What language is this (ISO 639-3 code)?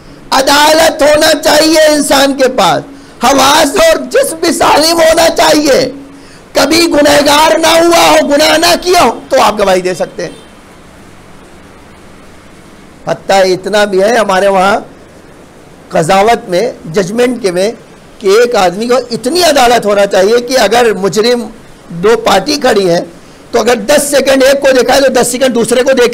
urd